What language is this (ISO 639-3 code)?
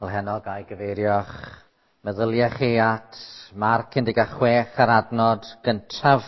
cym